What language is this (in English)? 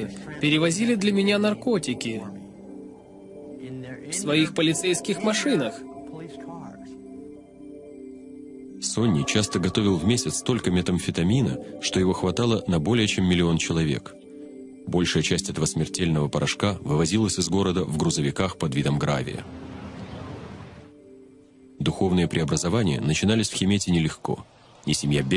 Russian